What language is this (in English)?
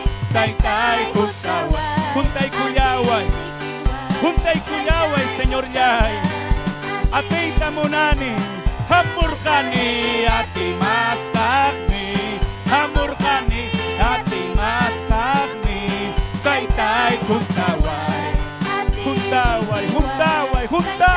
Ayacucho Quechua